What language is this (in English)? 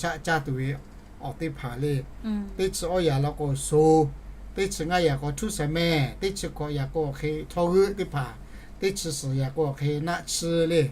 Lahu